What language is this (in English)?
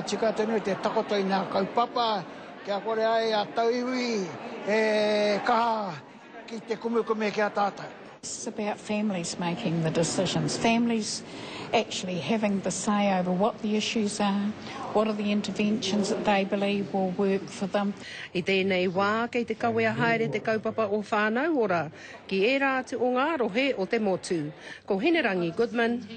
Māori